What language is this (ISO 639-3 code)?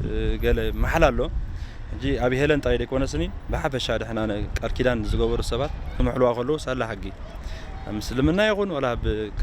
tir